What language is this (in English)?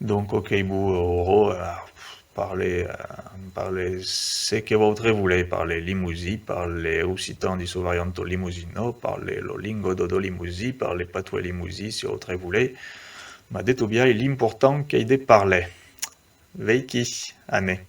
Occitan